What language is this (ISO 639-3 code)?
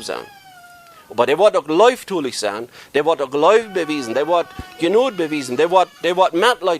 pdt